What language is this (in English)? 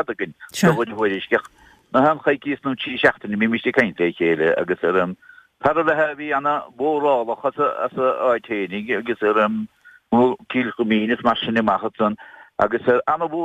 Irish